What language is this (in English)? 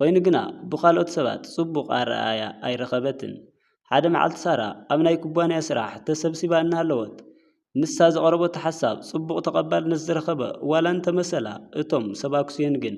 Tigrinya